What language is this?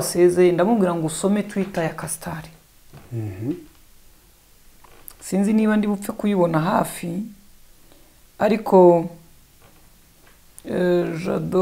Kinyarwanda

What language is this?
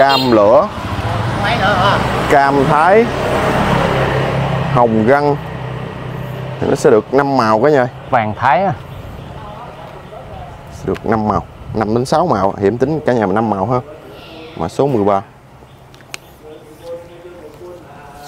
Vietnamese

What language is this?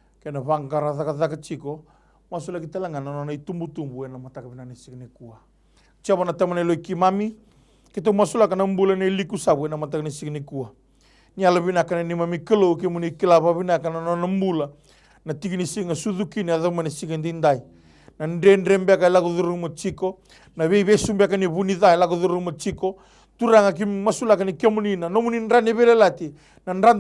Fijian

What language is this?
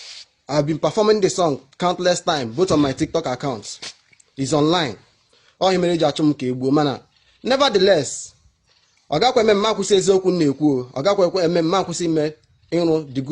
Igbo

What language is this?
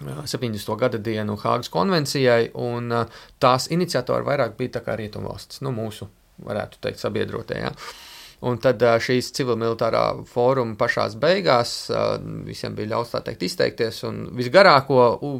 Latvian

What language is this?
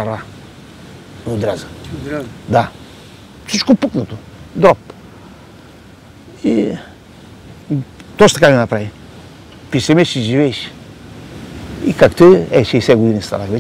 Bulgarian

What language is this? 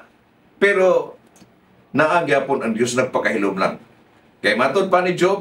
Cebuano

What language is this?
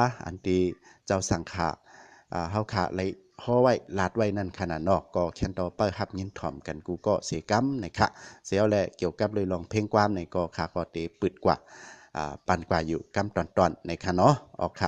Shan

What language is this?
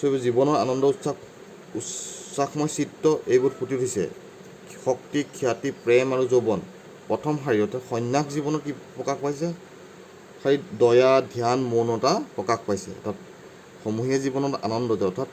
Assamese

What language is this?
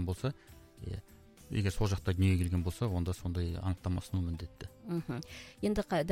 Kazakh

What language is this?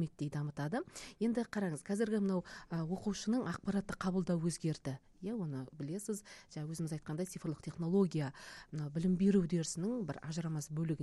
Kazakh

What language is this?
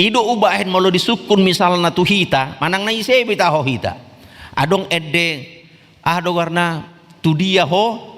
Batak Toba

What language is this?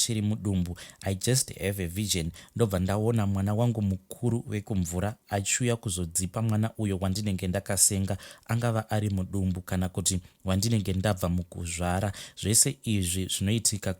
Shona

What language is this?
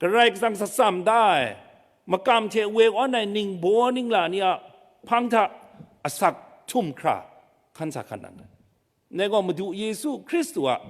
Kachin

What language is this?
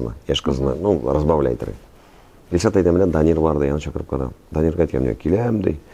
Tatar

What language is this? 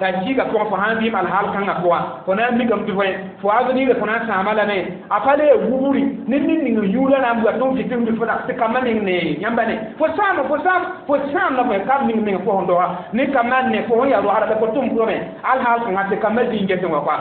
Mossi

